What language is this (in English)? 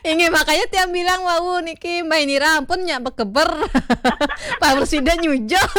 Balinese